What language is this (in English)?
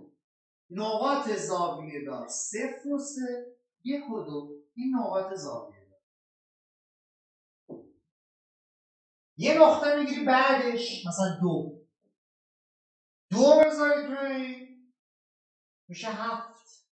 Persian